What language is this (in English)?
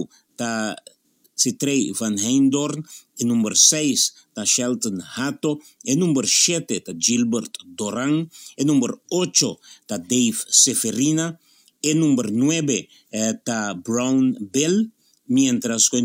Papiamento